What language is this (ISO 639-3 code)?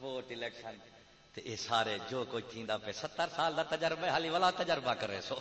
skr